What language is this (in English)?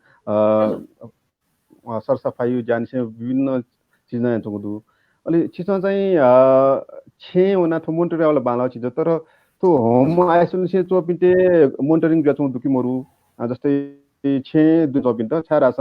Newari